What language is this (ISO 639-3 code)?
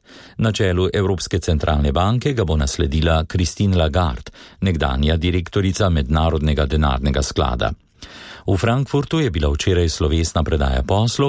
slv